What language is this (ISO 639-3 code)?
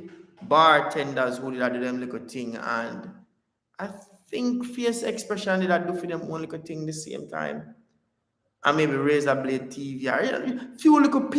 jam